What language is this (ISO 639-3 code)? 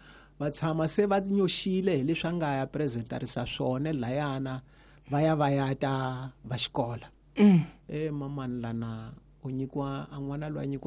tso